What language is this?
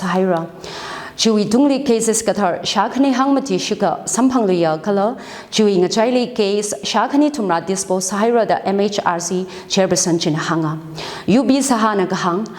Tangkhul Naga (India)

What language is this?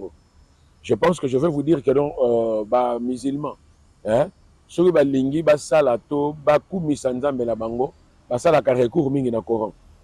Lingala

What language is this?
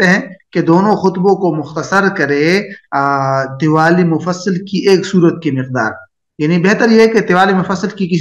Urdu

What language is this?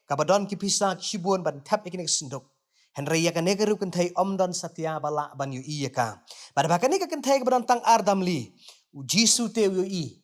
Khasi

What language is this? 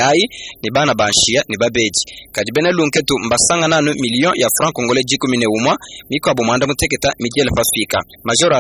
Luba-Lulua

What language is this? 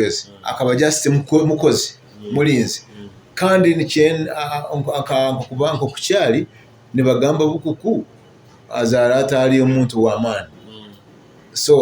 Nyoro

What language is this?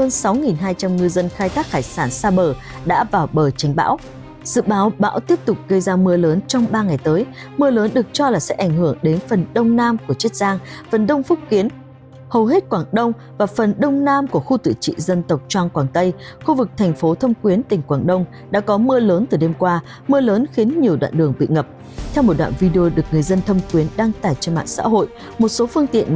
Vietnamese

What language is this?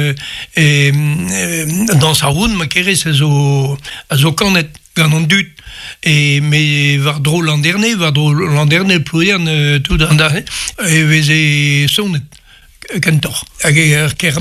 Breton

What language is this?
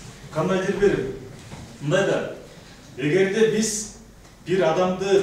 Kyrgyz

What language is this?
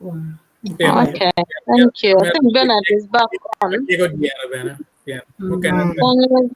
Acoli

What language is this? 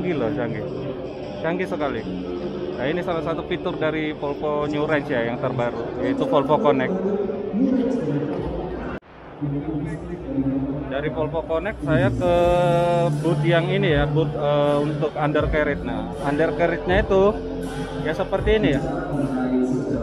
Indonesian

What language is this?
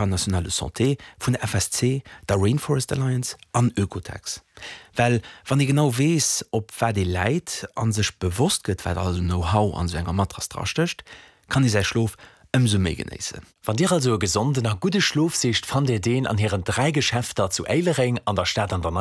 Luxembourgish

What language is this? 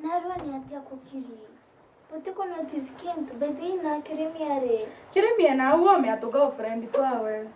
Meru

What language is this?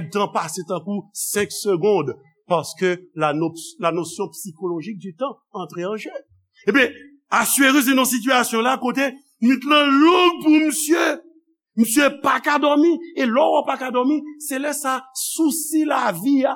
Haitian Creole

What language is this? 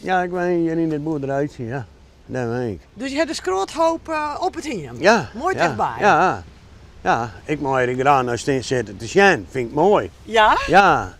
Western Frisian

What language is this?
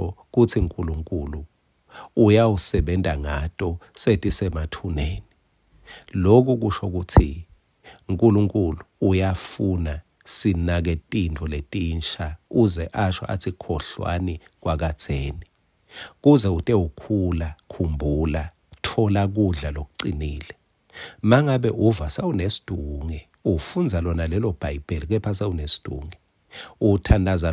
Swati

